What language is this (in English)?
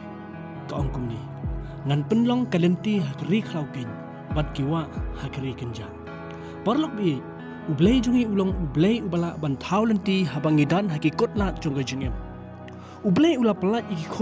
Khasi